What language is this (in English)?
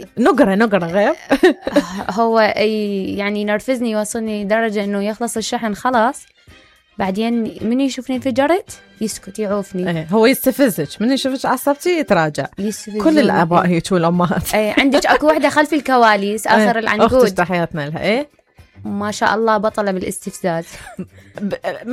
Mesopotamian Arabic